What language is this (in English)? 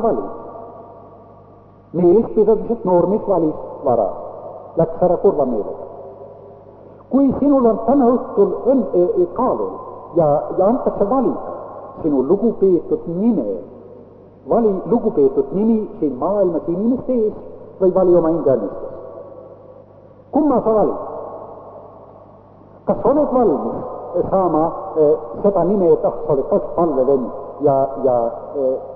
Estonian